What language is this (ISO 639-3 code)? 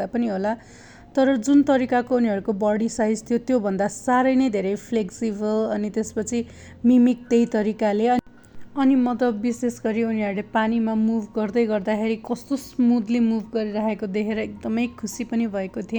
nep